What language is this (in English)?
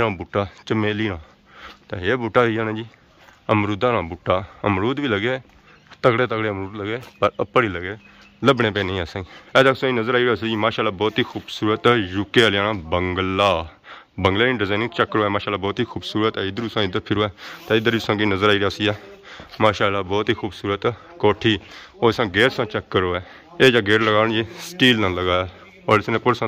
Pahari-Potwari